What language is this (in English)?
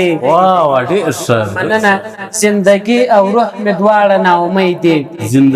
Pashto